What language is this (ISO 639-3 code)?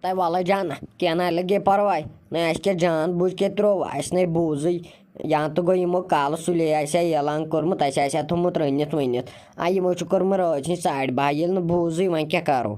kas